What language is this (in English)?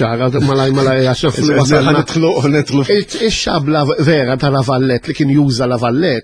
Maltese